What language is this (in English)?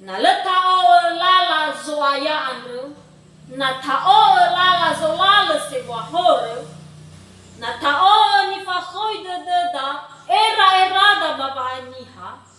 Nias